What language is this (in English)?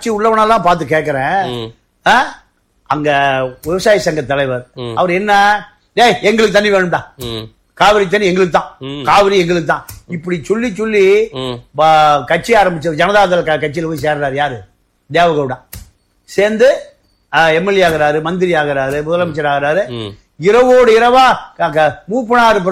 Tamil